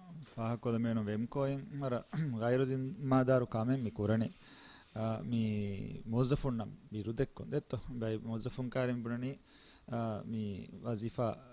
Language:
Divehi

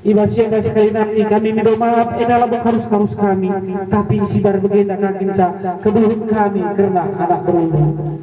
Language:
Batak Karo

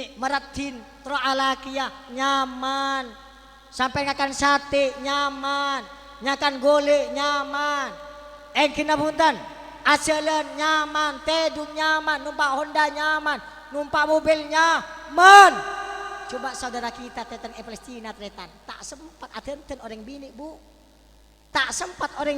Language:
Madurese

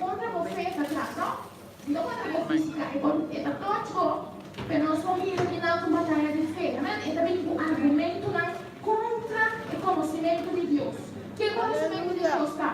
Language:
Papiamento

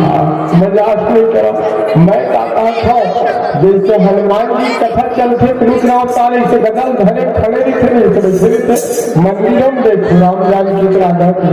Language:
Chhattisgarhi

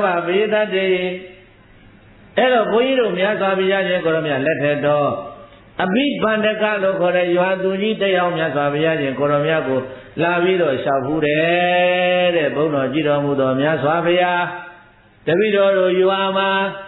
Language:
Burmese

